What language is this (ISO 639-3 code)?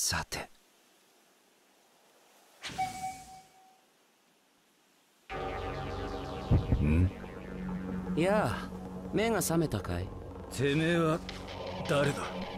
jpn